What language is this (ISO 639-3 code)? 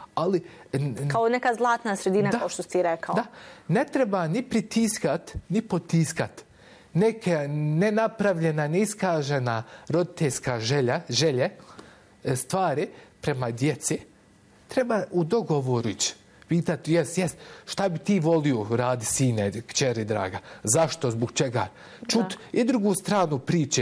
bos